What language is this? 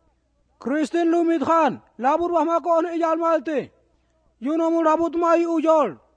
Slovenian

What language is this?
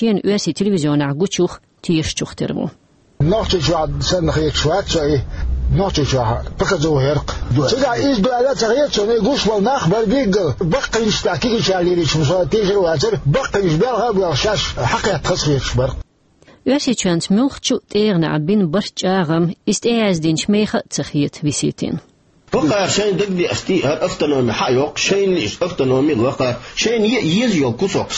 Chechen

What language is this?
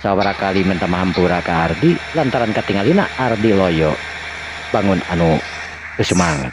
Sundanese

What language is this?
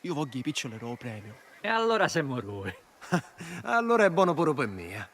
Sicilian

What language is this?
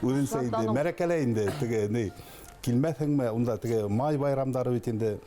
Bashkir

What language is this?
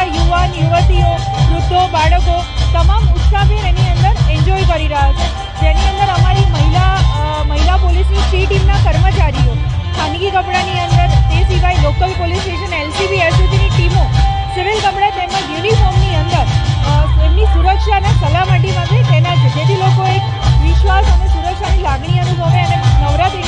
Gujarati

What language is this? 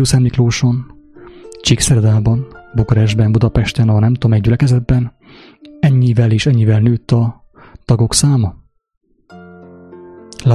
Hungarian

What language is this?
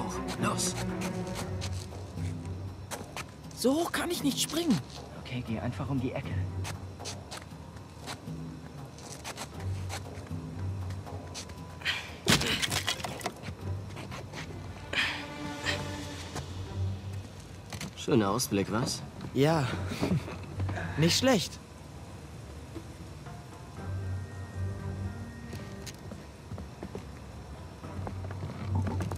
German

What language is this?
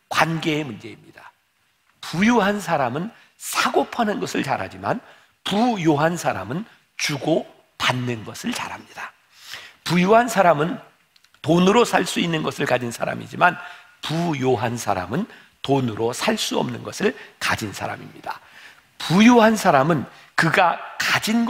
Korean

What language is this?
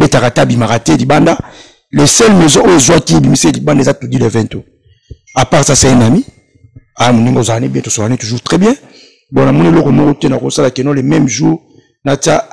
Lingala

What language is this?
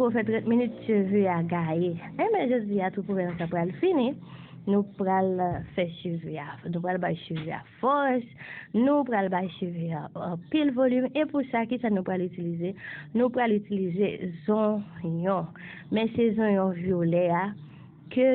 Haitian Creole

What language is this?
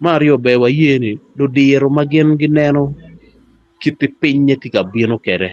Acoli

